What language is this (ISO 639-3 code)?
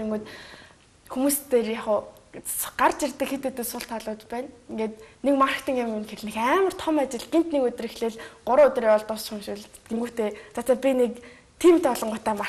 mon